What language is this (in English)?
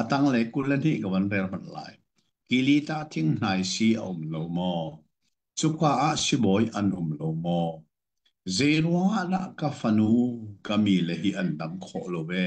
Hakha Chin